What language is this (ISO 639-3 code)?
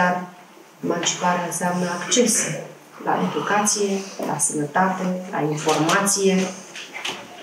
ron